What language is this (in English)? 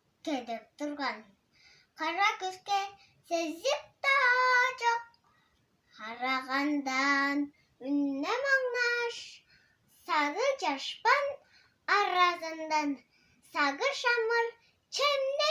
Tuvinian